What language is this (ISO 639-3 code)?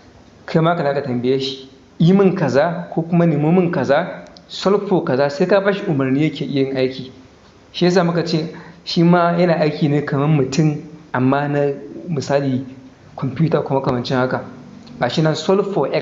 hau